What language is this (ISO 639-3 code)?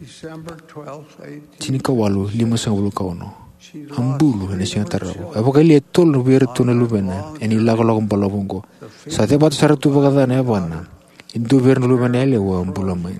fij